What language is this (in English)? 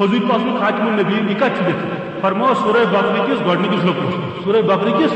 Kashmiri